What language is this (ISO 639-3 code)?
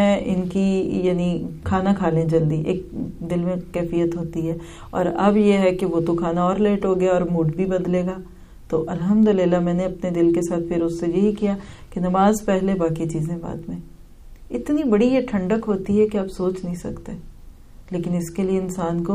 urd